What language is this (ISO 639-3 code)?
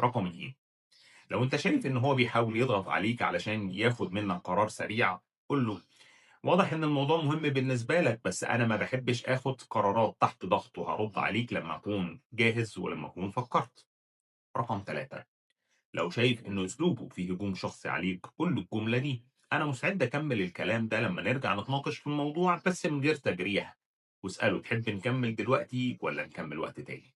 arz